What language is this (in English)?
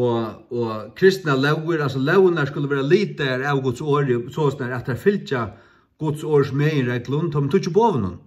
Faroese